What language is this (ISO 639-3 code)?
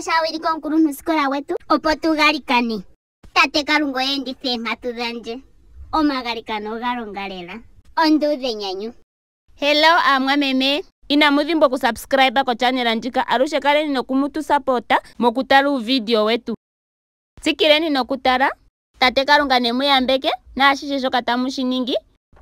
ndo